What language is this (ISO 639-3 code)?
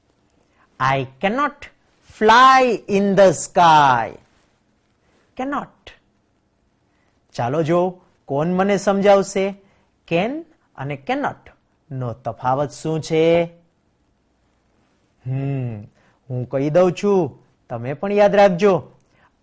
guj